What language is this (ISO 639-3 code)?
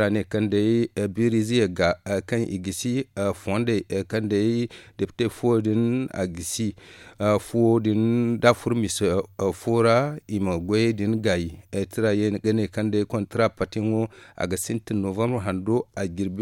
dje